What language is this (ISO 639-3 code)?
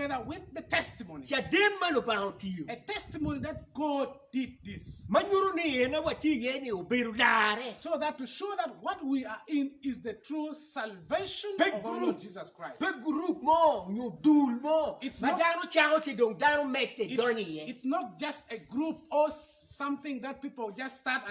ach